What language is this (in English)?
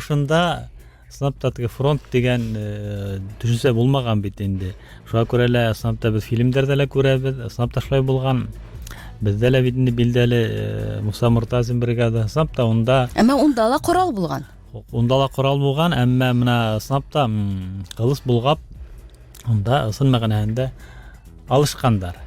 Bashkir